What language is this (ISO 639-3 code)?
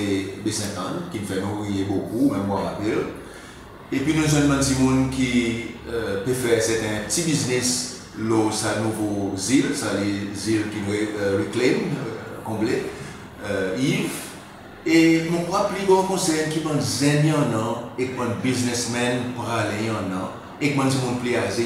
crs